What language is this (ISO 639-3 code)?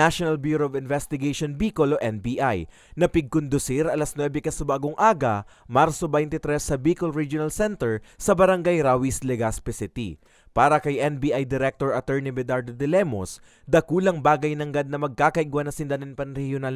bik